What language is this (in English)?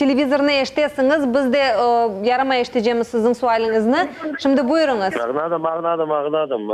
Crimean Tatar